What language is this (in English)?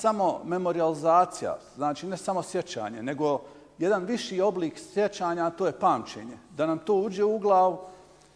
Bosnian